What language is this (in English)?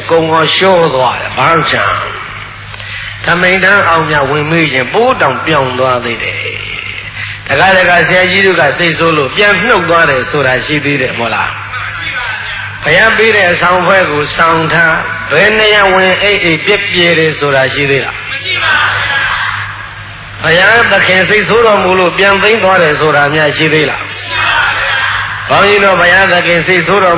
Burmese